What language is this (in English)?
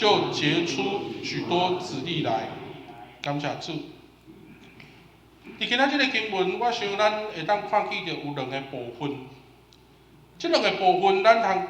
Min Nan Chinese